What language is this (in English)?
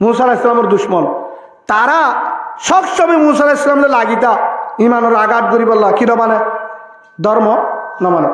Rohingya